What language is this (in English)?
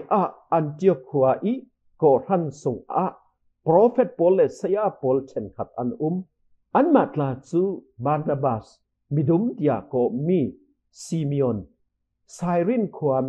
Falam Chin